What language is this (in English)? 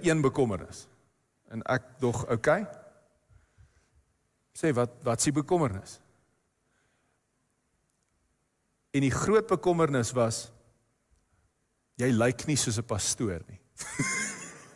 Afrikaans